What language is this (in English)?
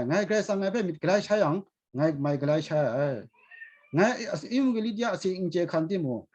Kachin